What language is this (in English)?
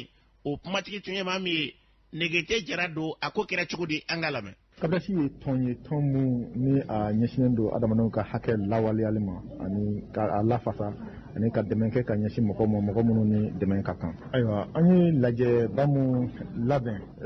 Bambara